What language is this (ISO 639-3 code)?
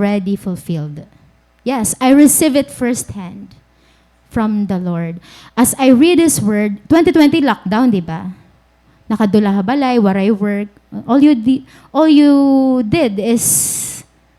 war